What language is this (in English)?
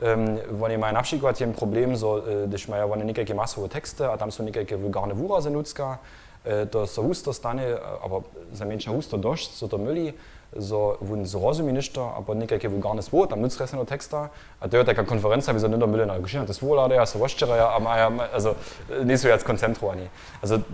Upper Sorbian